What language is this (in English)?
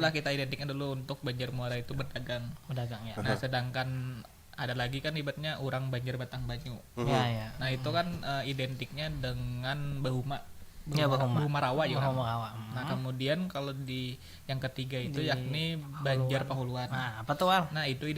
Banjar